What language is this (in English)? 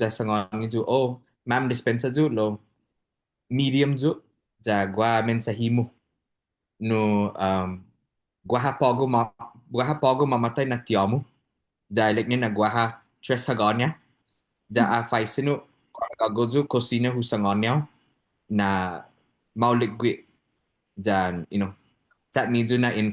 Chamorro